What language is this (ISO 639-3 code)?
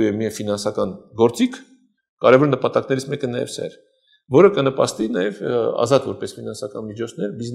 hye